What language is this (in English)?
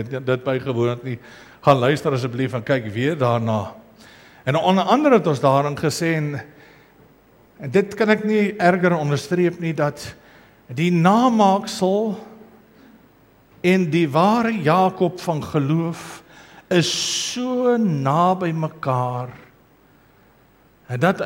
Afrikaans